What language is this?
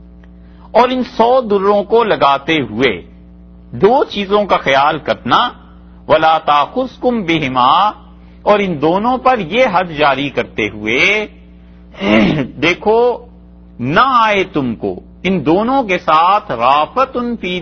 Urdu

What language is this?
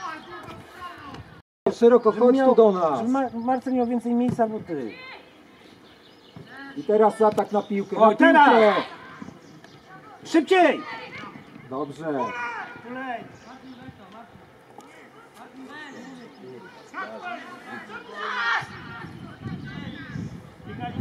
Polish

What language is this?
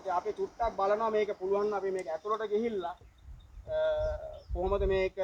Sinhala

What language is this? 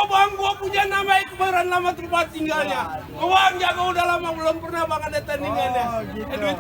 Betawi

